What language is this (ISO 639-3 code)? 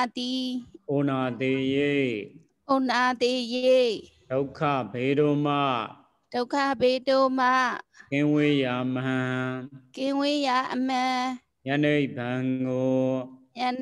mya